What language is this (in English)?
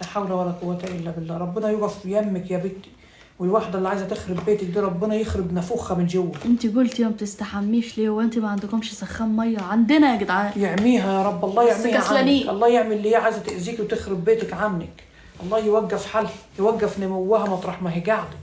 Egyptian Arabic